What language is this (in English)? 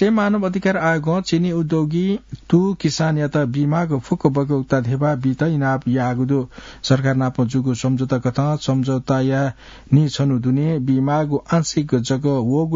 Newari